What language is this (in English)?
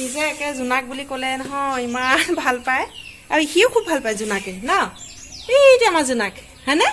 Assamese